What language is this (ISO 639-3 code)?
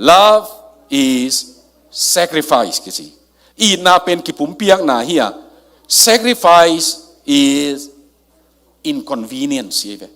ctd